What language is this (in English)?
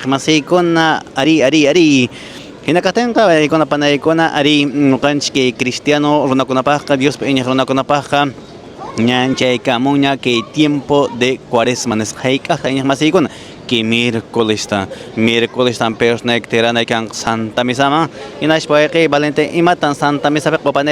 Quechua